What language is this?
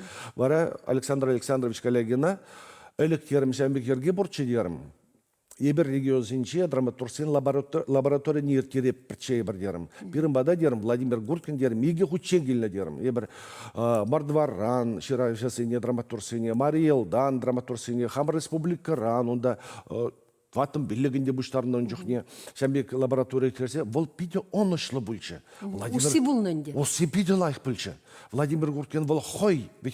Chuvash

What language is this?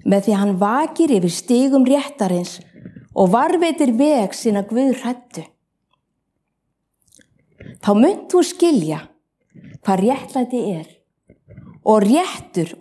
Icelandic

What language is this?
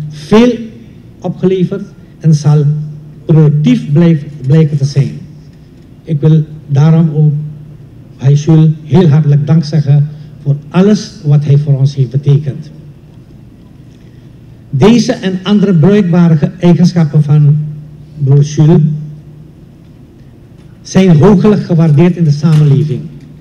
Dutch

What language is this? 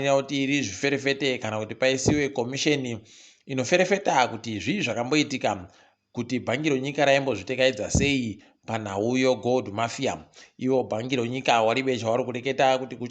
Ndau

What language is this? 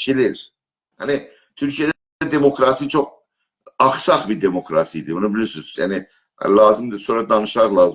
South Azerbaijani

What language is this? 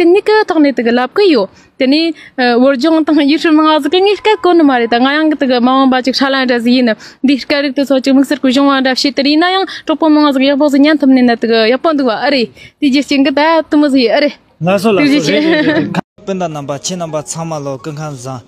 Tibetan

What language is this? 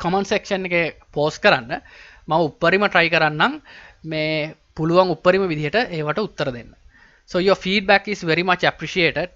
Sinhala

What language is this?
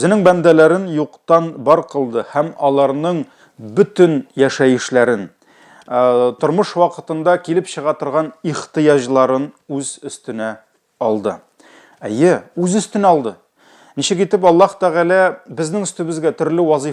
Tatar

